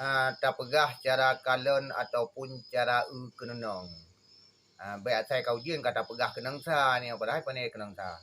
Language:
Achinese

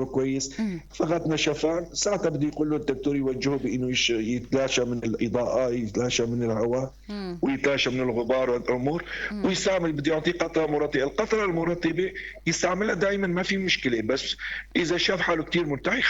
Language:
North Levantine Arabic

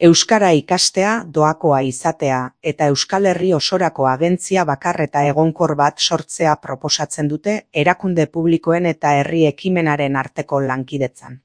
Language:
Basque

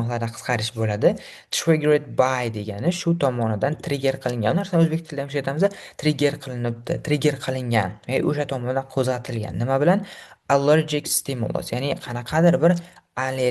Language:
Uzbek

